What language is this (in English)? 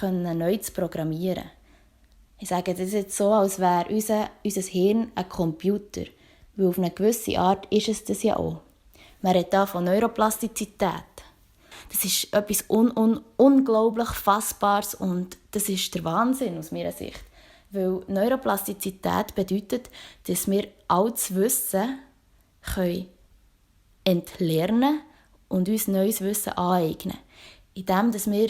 Swiss German